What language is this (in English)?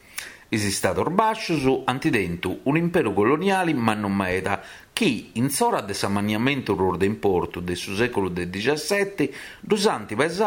Sardinian